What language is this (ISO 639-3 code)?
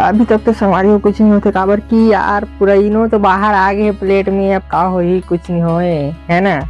hne